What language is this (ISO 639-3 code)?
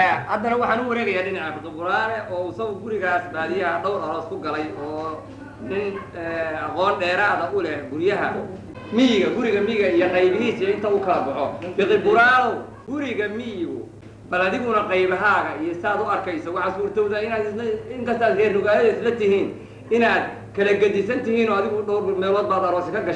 som